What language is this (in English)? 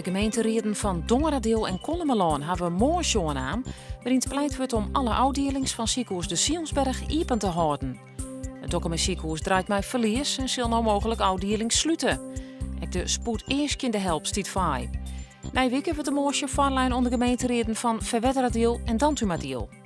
Western Frisian